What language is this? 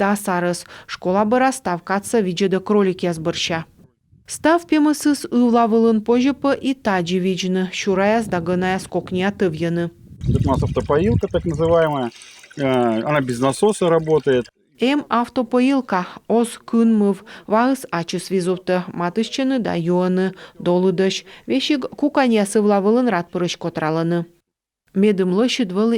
Komi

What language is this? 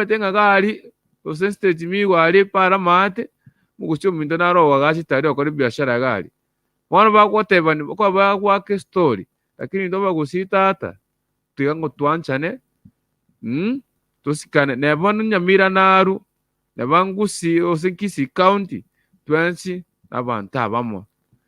Gusii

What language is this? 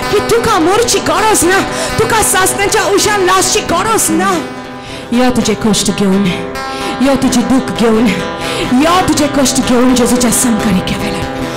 Konkani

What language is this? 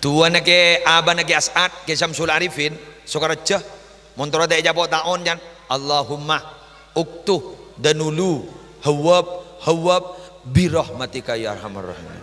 Madurese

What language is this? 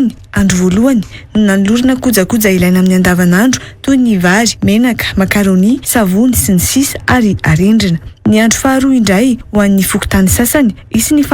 Malagasy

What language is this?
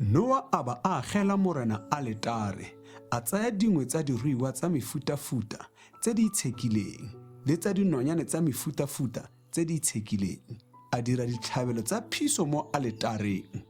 Tswana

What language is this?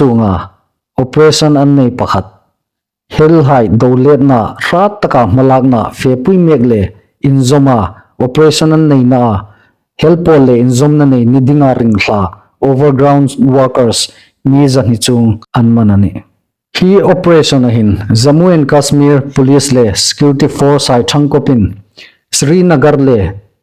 Hmar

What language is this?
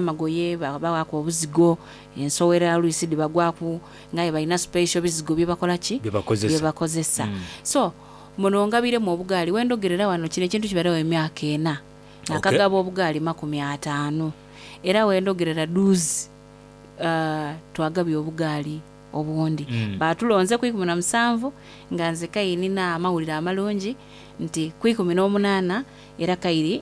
Soga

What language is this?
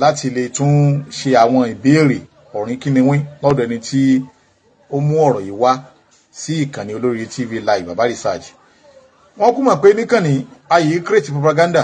Yoruba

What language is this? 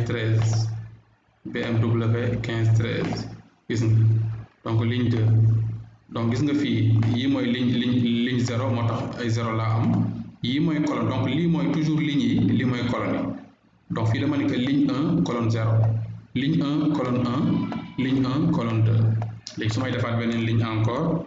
Wolof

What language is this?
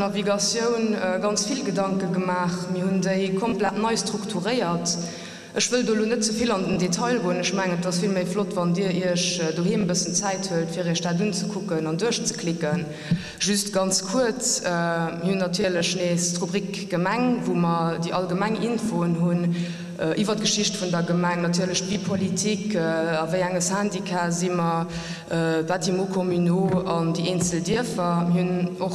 Luxembourgish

